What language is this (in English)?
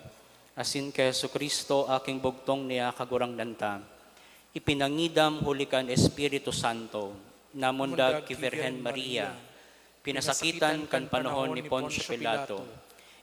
Bikol